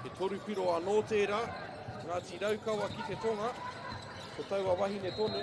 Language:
Māori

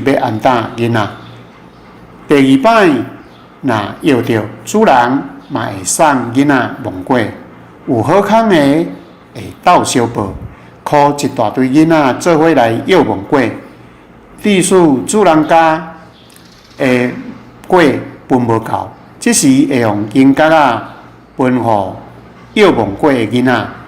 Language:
Min Nan Chinese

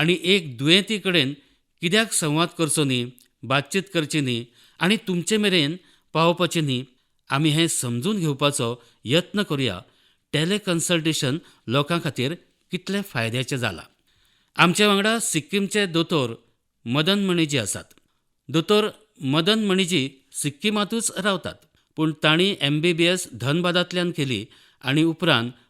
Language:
Konkani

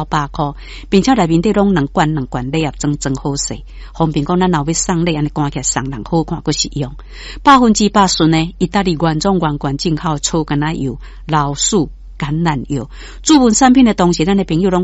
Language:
Min Nan Chinese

